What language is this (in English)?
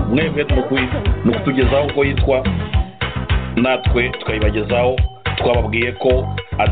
Kinyarwanda